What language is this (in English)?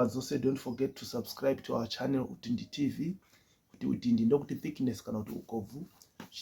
Shona